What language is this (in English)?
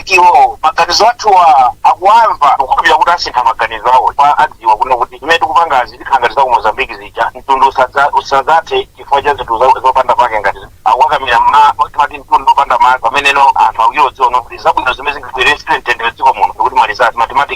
Nyanja